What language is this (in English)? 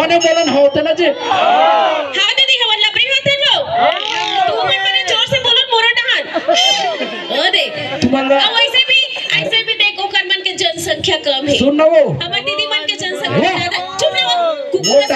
Chhattisgarhi